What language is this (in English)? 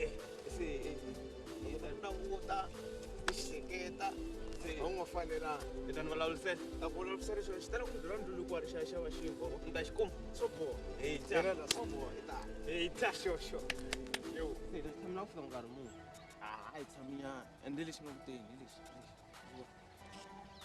Tsonga